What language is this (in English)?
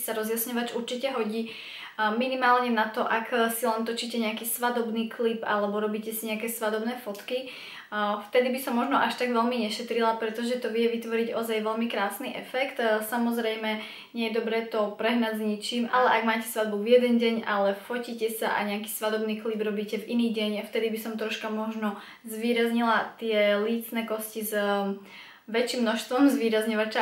Slovak